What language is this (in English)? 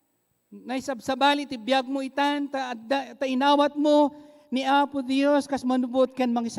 Iloko